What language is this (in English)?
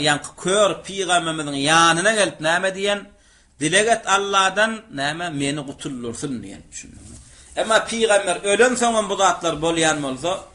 Turkmen